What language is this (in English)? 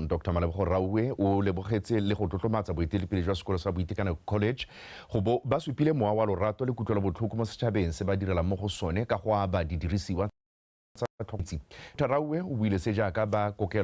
Tswana